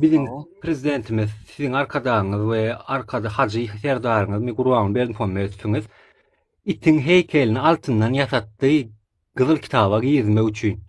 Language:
Turkmen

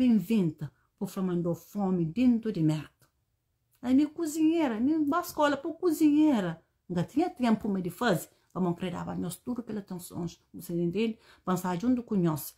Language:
Kabuverdianu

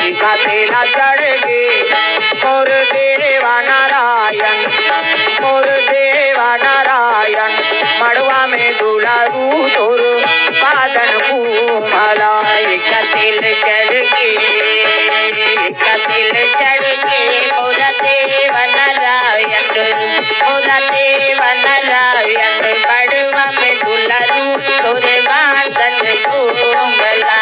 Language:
Chhattisgarhi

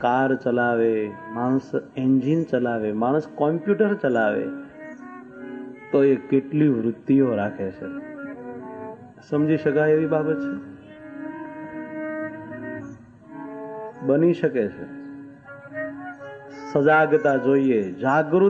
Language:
Gujarati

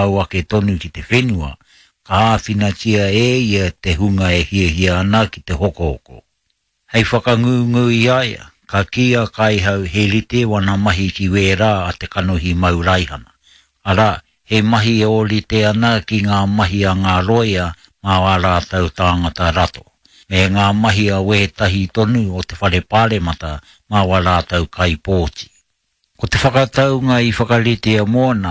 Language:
Māori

